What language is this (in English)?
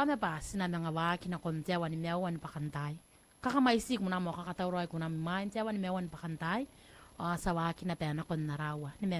Gilbertese